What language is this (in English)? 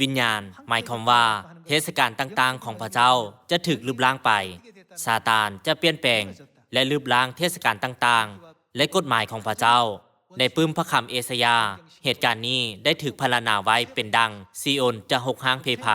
Lao